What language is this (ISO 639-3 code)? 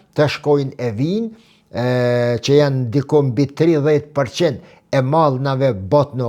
sqi